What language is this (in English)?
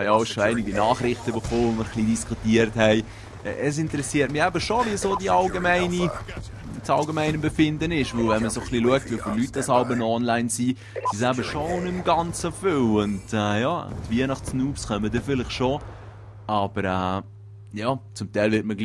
Swiss German